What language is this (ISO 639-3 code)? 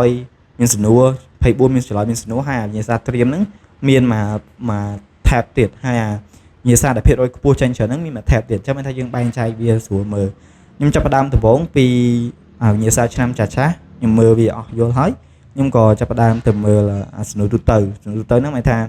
khm